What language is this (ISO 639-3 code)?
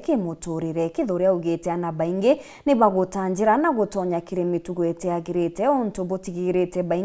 mer